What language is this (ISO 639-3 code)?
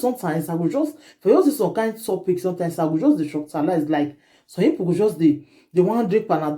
pcm